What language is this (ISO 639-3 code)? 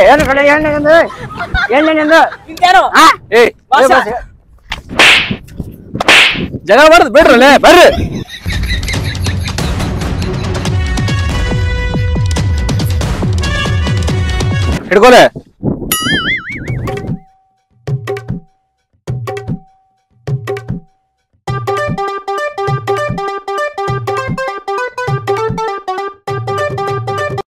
kan